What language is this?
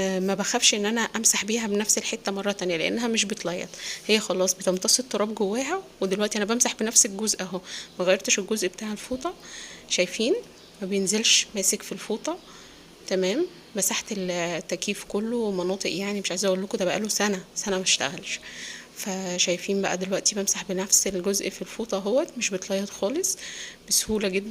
Egyptian Arabic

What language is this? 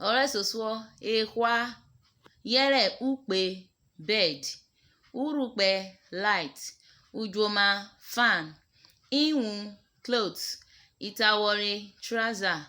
Urhobo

